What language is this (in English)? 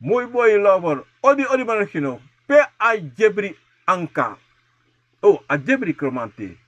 Sranan Tongo